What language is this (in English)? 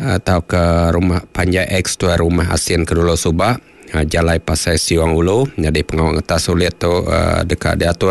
Iban